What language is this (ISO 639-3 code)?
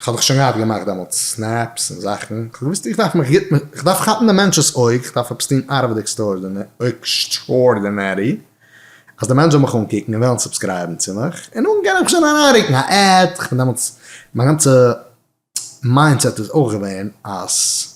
yid